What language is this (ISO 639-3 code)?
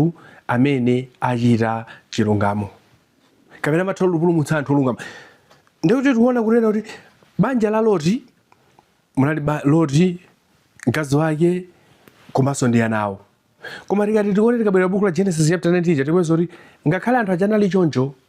nya